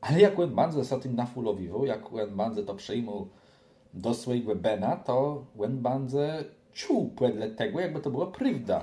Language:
Kashubian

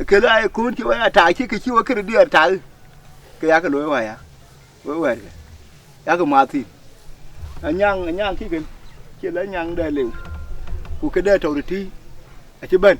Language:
Dinka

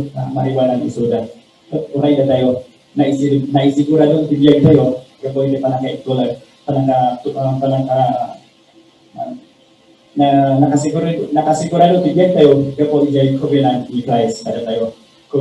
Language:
Iloko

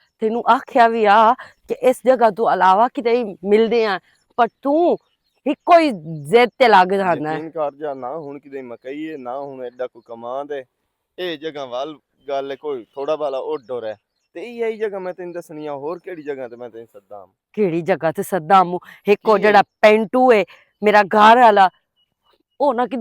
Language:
Western Panjabi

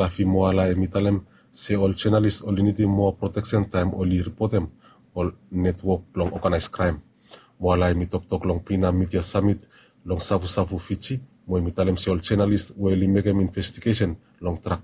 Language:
Bislama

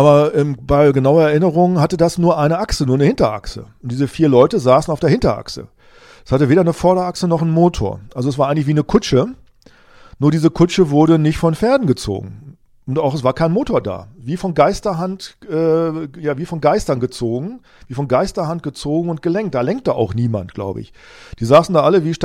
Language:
German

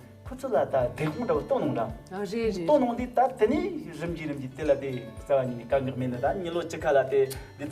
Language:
Tibetan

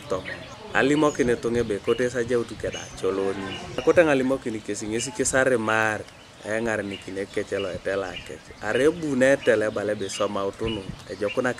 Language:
Teso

